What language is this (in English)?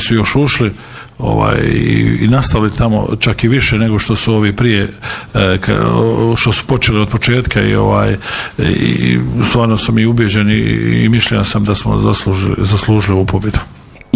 Bosnian